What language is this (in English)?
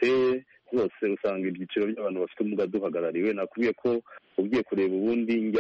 Kinyarwanda